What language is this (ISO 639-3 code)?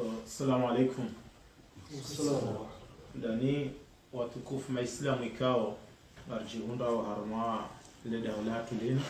zdj